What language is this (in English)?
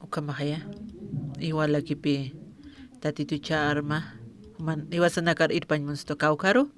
Aymara